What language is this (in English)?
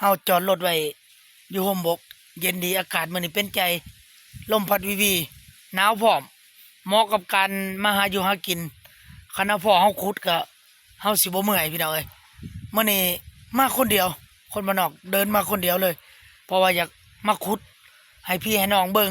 Lao